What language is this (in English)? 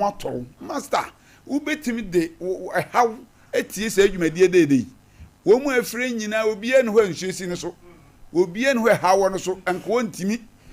Akan